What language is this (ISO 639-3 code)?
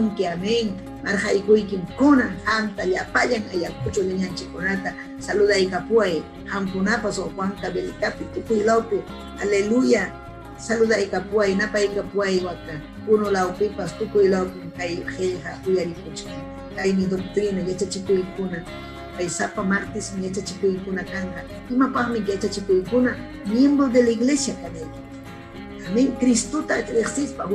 quy